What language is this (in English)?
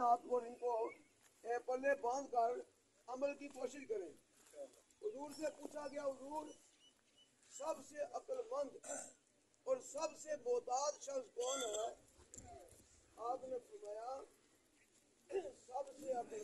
Urdu